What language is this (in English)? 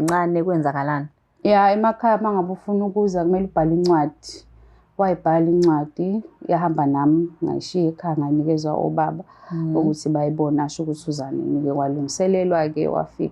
Zulu